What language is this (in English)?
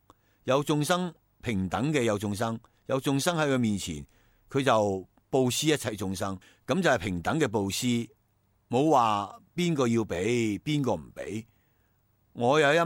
Cantonese